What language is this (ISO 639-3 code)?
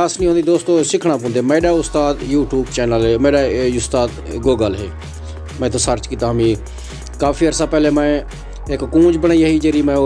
skr